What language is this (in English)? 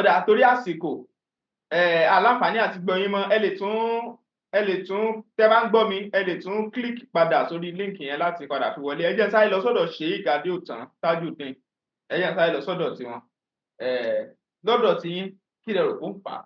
Yoruba